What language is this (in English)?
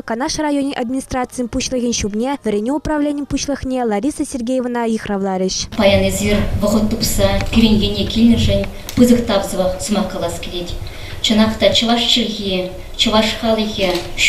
Chuvash